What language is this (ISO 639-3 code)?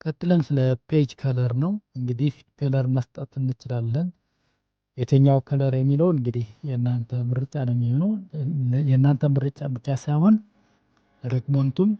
amh